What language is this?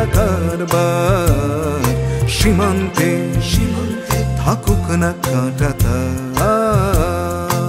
Bangla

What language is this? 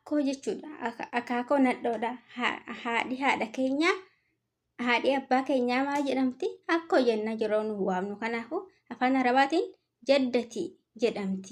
Oromo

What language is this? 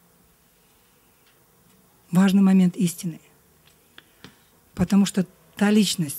Russian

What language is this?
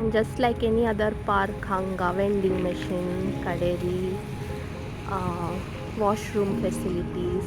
Konkani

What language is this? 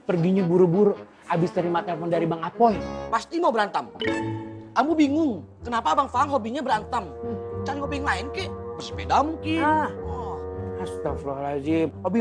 Betawi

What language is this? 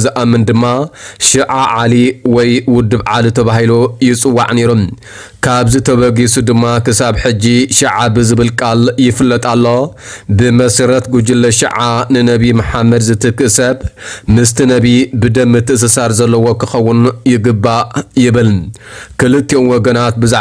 Tigrinya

